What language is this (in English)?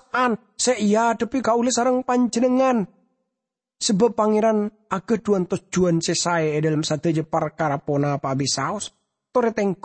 Madurese